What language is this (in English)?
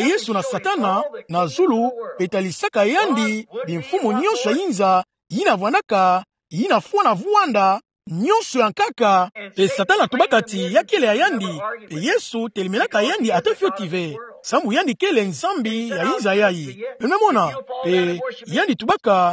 Kituba (Democratic Republic of Congo)